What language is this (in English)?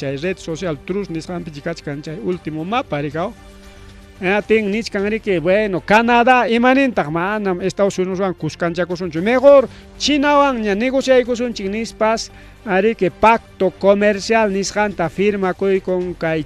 Ayacucho Quechua